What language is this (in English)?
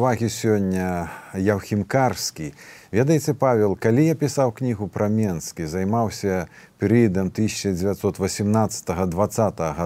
Belarusian